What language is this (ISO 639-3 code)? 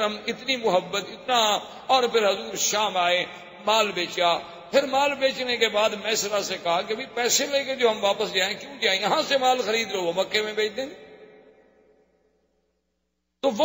urd